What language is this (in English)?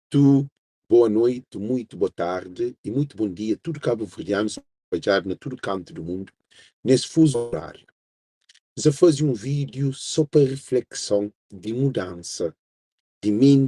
Kabuverdianu